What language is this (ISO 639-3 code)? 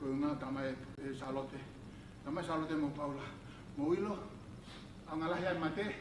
ton